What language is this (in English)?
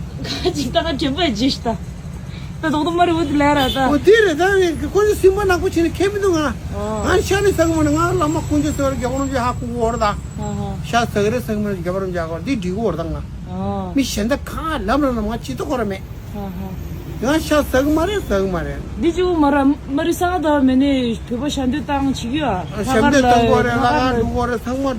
Tibetan